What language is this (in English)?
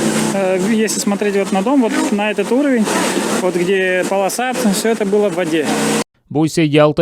Crimean Tatar